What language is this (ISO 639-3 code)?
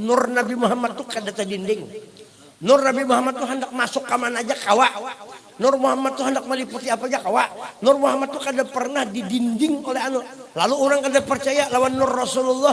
bjn